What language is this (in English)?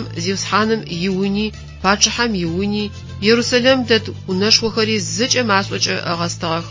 Adyghe